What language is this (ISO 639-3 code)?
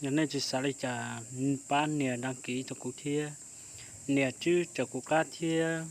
hmn